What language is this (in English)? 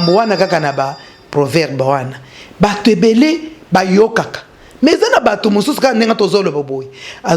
Lingala